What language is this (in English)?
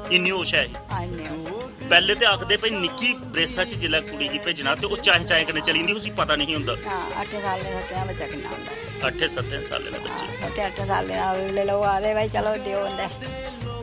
Dogri